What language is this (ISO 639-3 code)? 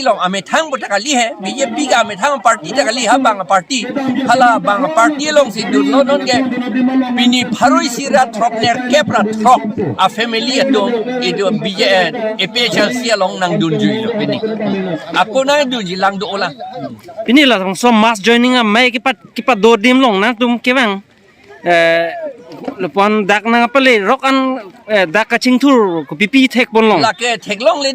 mjw